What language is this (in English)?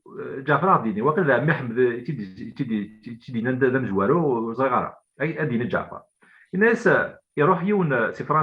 Kabyle